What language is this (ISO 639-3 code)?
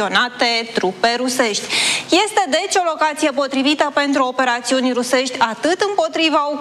ron